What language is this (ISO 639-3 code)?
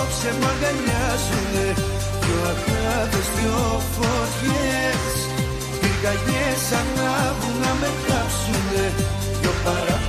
ell